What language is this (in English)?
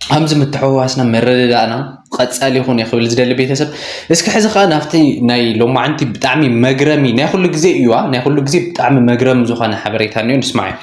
Tigrinya